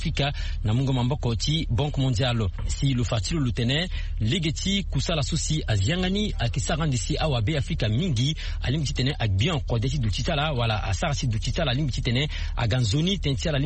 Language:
Sango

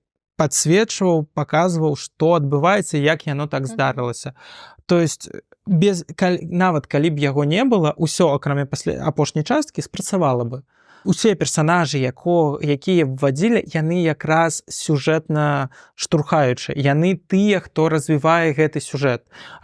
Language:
Belarusian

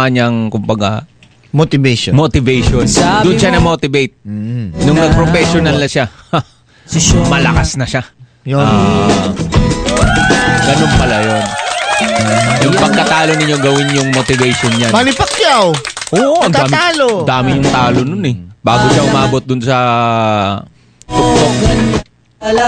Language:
Filipino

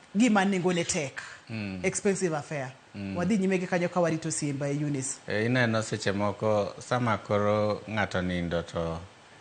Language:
Luo (Kenya and Tanzania)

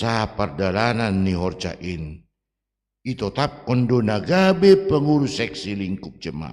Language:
Batak Simalungun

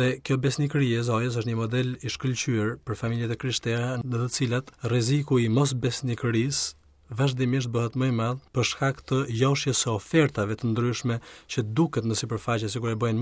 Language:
Albanian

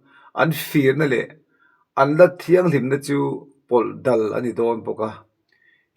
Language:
Mizo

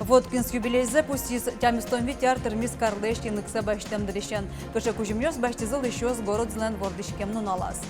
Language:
Udmurt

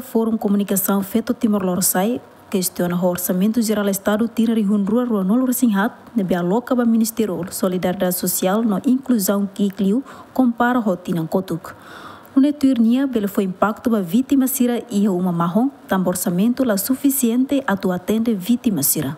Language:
Tetum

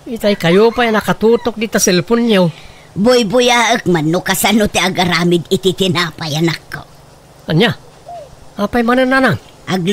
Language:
Iloko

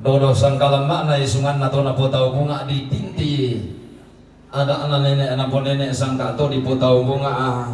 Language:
Toraja-Sa'dan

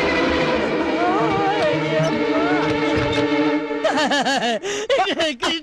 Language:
Kannada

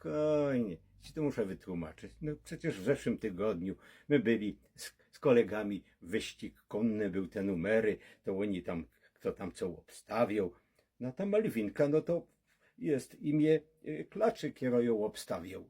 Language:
Silesian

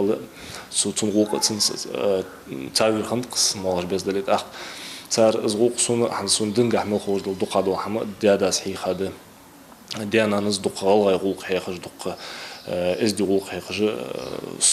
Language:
Ingush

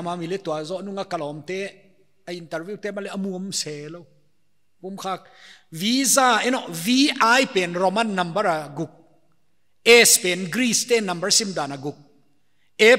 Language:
Paite Chin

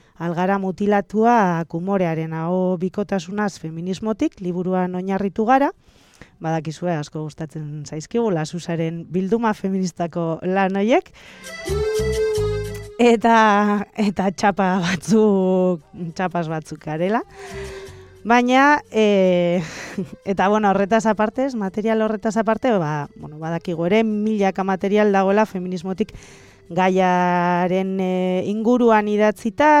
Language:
Basque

